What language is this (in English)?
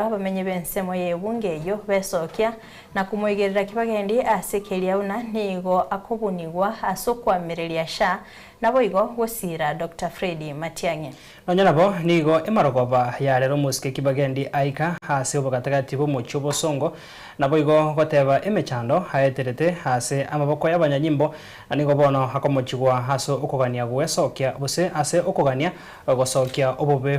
Gusii